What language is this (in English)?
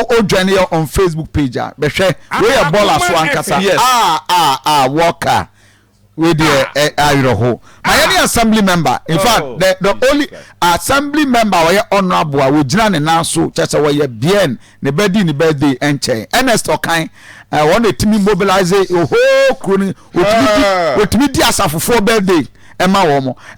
Akan